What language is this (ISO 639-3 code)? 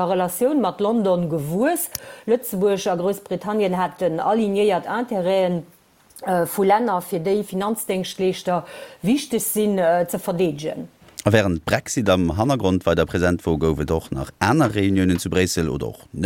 ltz